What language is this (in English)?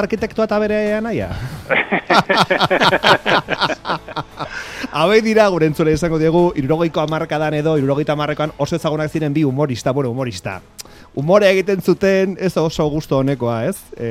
Basque